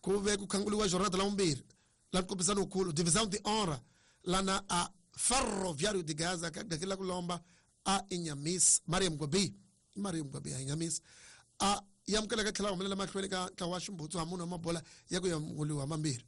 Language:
Tsonga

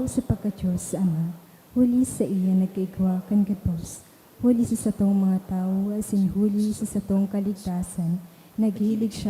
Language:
Bikol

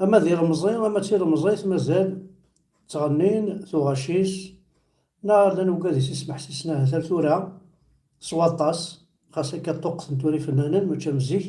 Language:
Kabyle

